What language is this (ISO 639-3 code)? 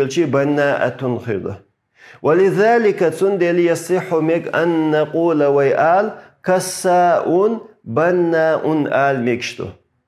che